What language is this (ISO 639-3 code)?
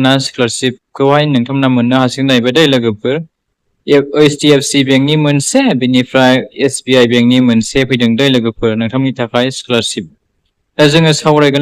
brx